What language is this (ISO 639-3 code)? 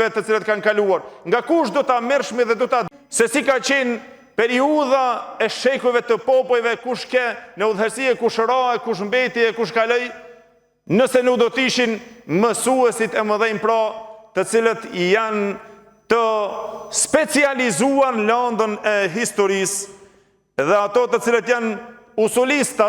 sqi